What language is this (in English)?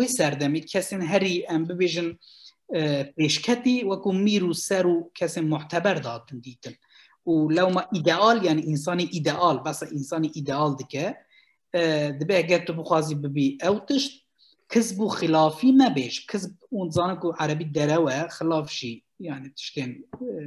Kurdish